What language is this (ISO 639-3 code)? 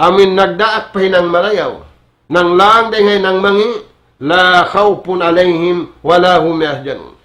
tsg